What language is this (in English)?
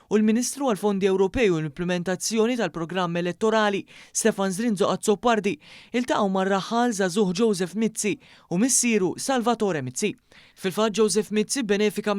Maltese